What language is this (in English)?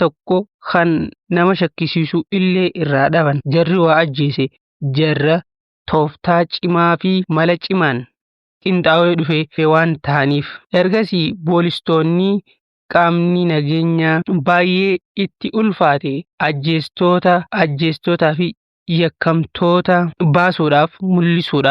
Oromo